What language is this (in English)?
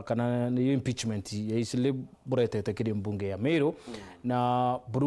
Meru